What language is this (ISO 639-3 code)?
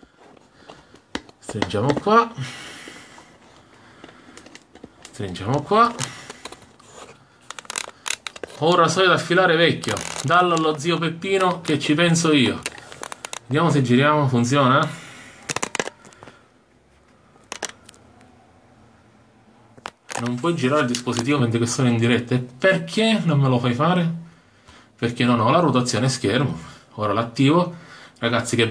ita